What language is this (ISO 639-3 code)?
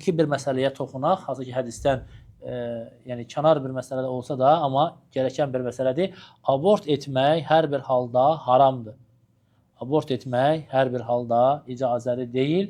aze